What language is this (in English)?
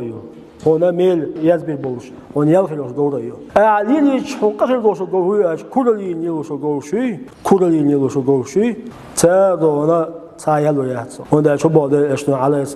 Chechen